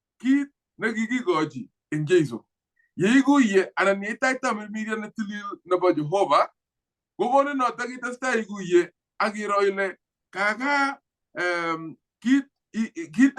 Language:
Kalenjin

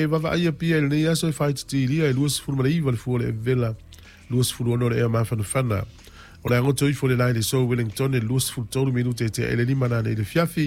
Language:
Samoan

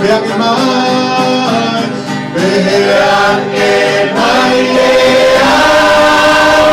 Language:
Tongan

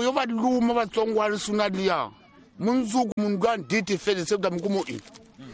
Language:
Tsonga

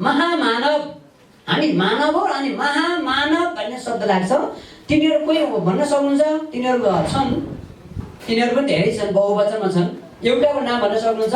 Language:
Nepali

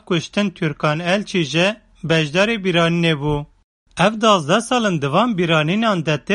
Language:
Kurdish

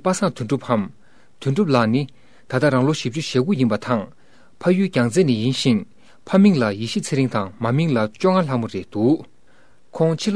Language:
Tibetan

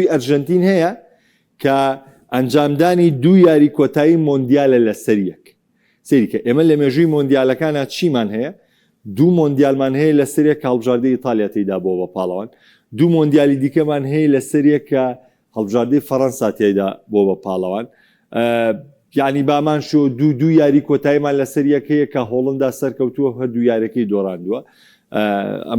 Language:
Central Kurdish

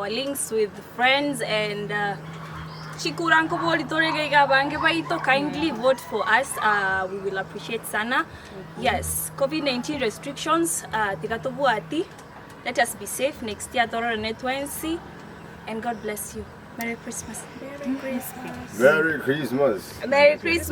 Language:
Gusii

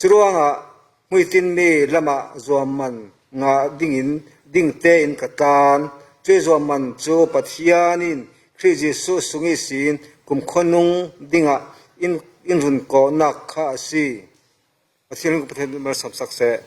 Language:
Falam Chin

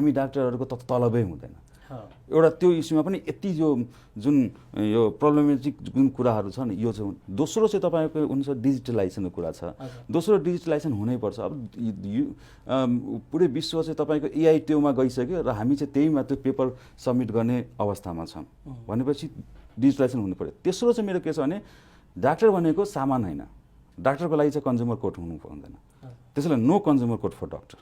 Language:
Nepali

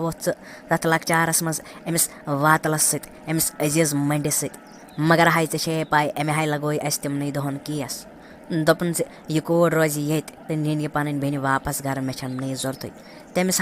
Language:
Kashmiri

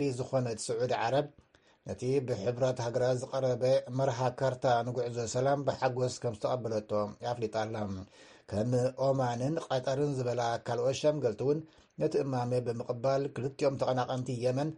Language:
Tigrinya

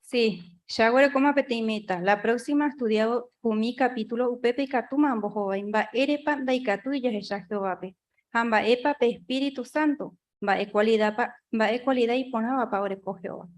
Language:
Guarani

